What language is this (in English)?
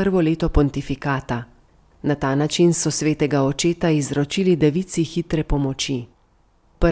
Slovenian